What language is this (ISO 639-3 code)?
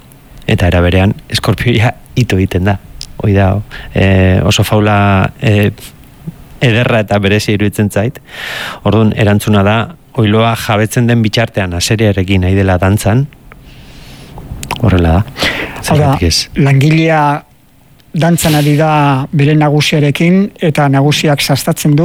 eus